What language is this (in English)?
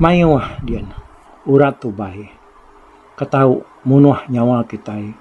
Iban